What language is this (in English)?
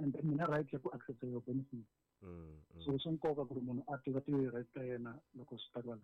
Tsonga